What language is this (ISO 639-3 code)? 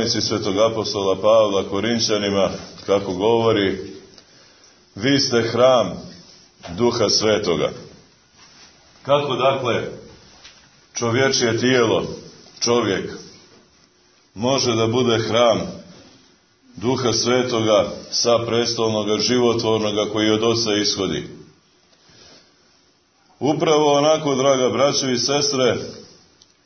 srp